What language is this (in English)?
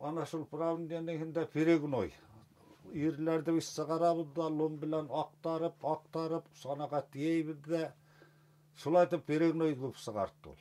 Bashkir